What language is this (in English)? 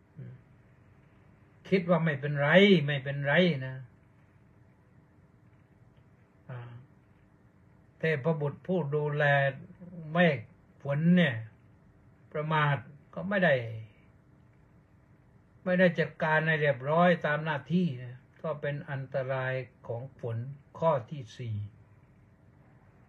Thai